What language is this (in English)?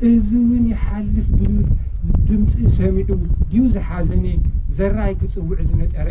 Tigrinya